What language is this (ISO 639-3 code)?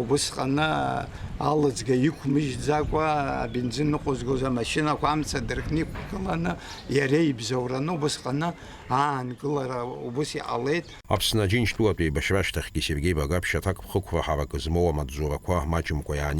abk